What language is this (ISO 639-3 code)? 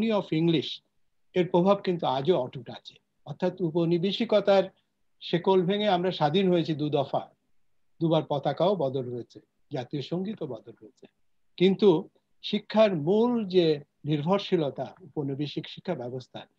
ben